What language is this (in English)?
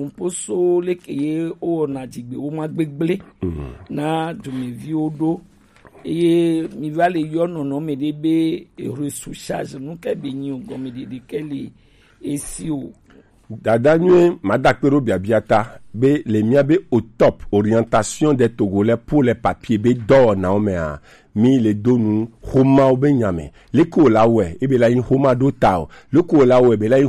Gen